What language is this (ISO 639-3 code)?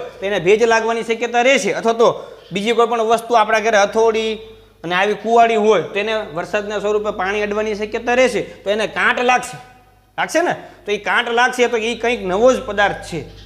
guj